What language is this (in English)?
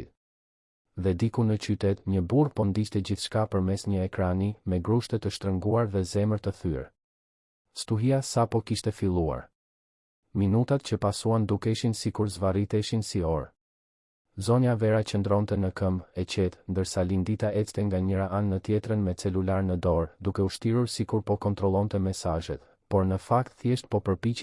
Albanian